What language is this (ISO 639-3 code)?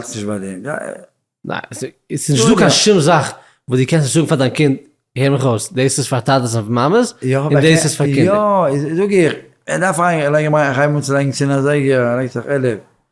yid